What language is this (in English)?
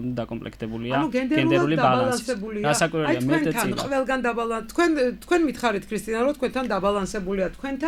Georgian